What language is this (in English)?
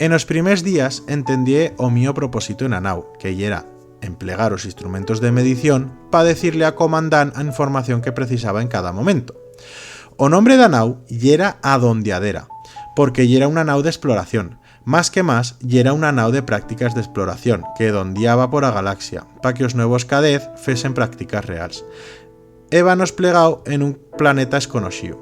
Aragonese